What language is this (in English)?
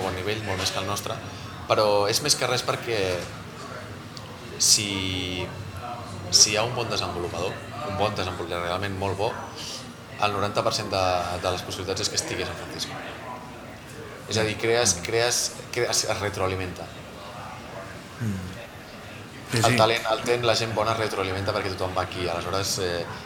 Catalan